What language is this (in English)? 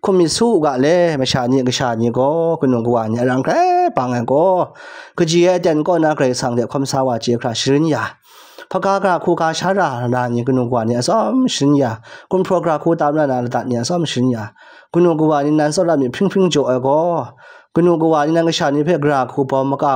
Kachin